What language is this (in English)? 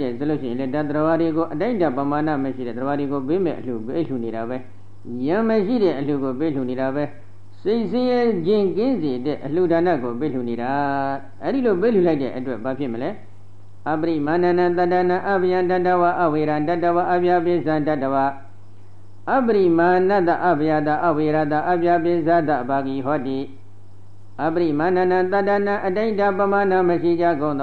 Burmese